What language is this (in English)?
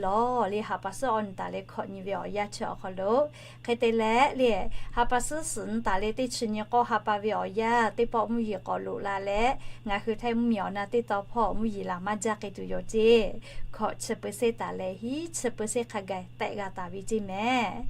Lahu